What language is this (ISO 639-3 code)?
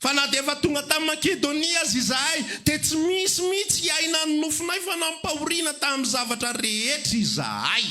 mlg